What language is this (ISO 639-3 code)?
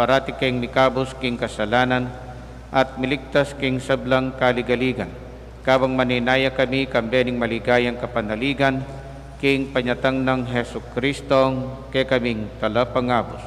pam